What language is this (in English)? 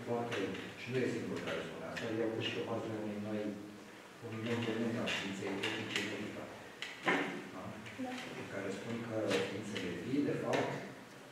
Romanian